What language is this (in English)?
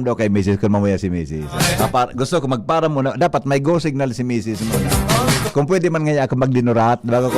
Bikol